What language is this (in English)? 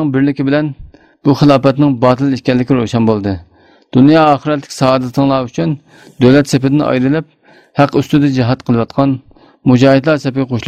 Uyghur